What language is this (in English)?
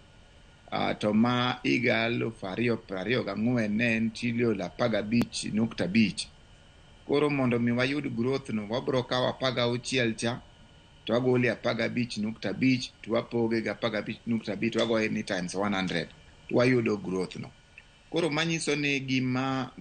Luo (Kenya and Tanzania)